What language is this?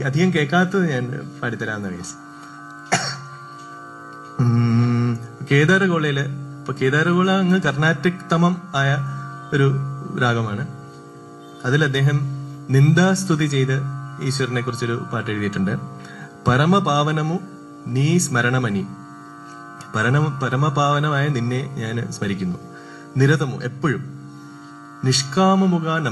Malayalam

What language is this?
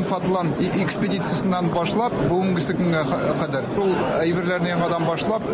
Tatar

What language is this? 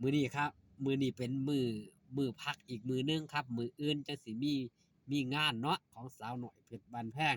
Northeastern Thai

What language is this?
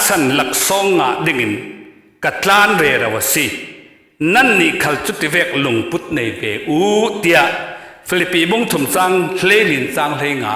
Falam Chin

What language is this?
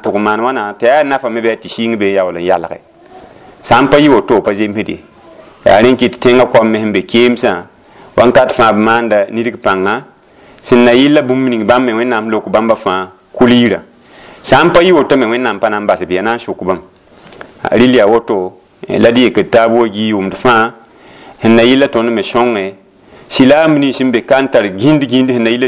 Mossi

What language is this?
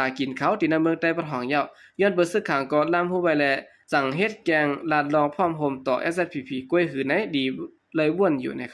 Shan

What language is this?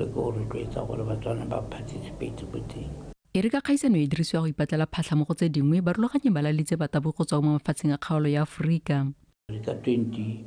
Tswana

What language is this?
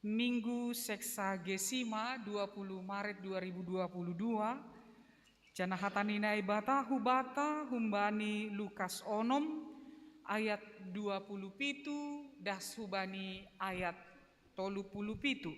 Batak Simalungun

